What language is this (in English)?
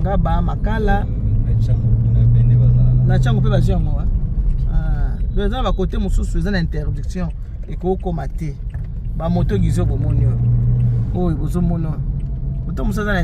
Lingala